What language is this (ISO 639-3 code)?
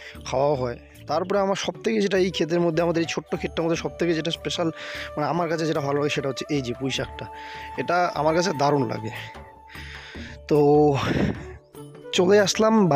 ben